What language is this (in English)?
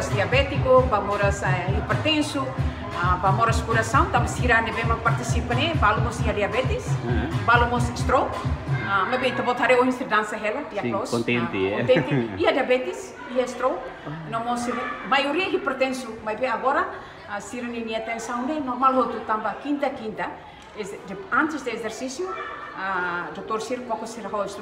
Tetum